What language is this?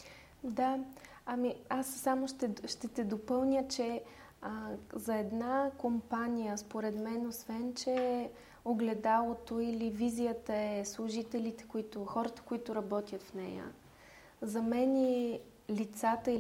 Bulgarian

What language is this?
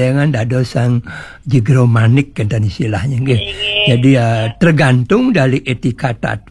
Balinese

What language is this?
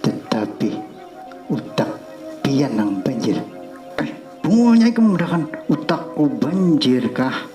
Banjar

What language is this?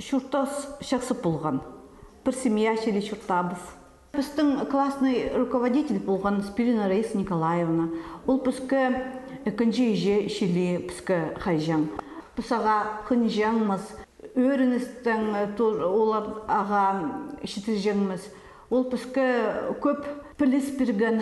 Khakas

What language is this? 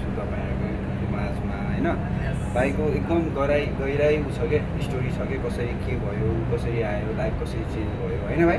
Nepali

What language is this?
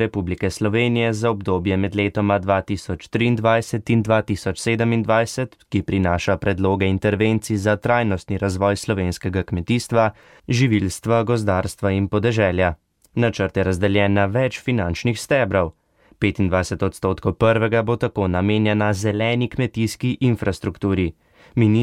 Slovenian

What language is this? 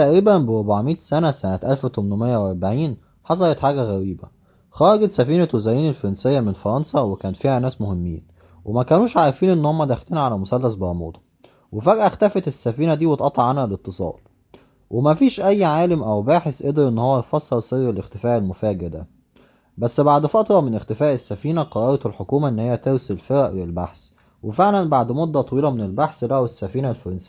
Egyptian Arabic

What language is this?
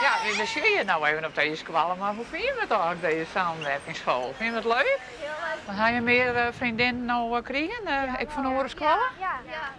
Western Frisian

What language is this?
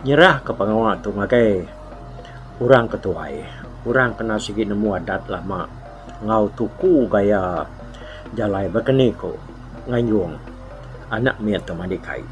Iban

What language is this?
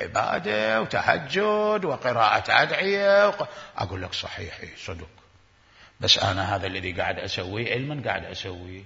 Mesopotamian Arabic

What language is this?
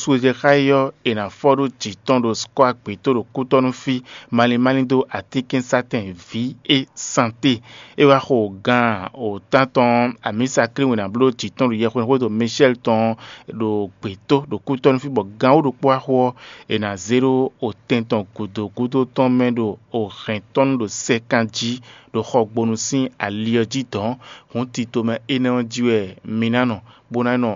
Fon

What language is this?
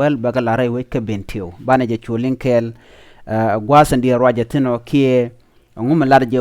Nuer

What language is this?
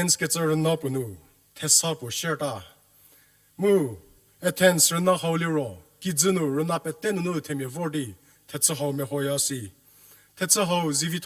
Angami Naga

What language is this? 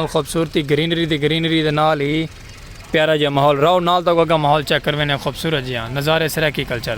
Saraiki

